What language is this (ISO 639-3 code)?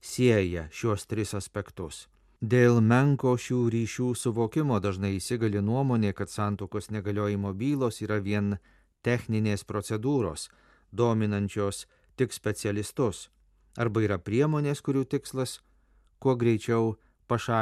lit